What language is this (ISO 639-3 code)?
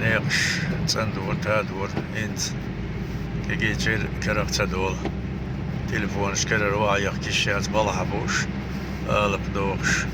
che